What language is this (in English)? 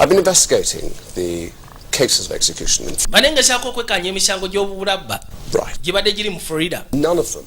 Ganda